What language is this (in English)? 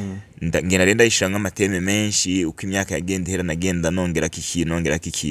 Rundi